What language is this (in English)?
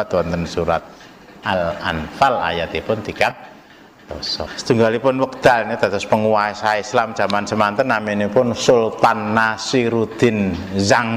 Javanese